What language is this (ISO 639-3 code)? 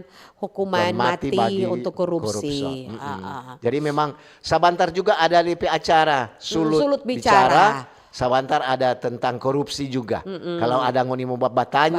xmm